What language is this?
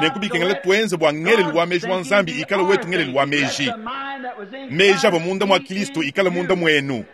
Luba-Lulua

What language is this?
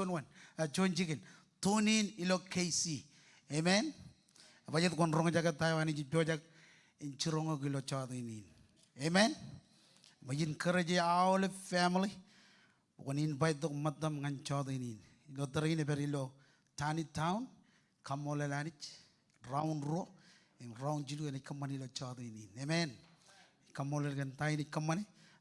Marshallese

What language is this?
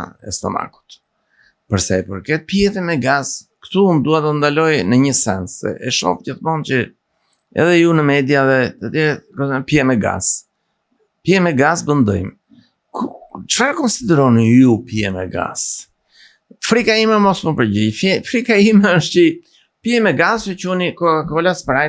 Albanian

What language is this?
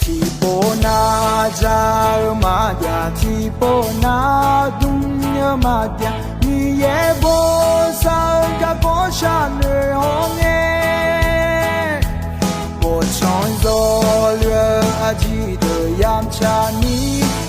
Akha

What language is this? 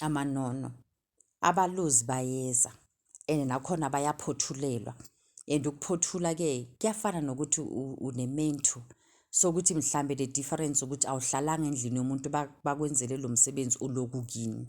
Zulu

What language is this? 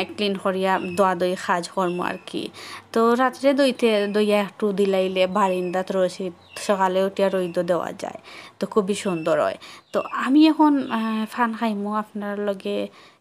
Sylheti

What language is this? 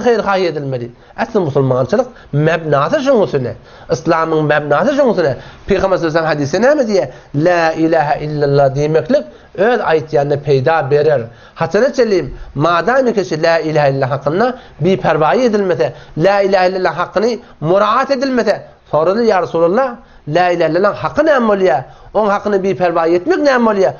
Turkmen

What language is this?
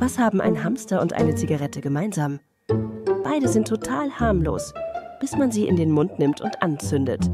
Bavarian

